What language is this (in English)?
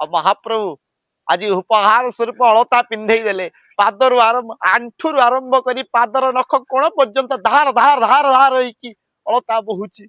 Odia